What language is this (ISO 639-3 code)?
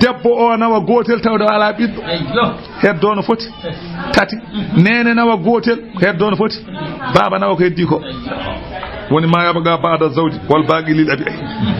ful